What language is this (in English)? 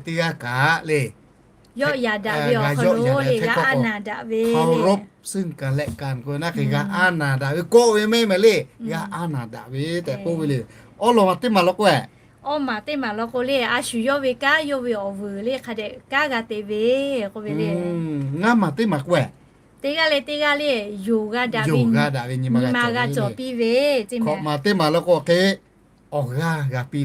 Lahu